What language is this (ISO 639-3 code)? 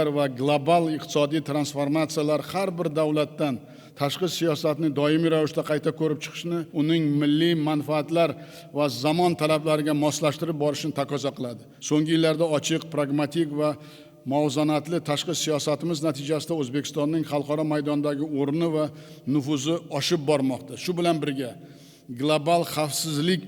uzb